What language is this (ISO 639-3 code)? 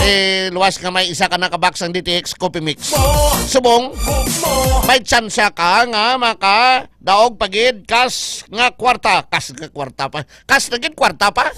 hil